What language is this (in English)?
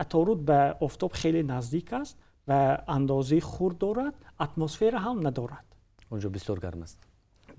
Tajik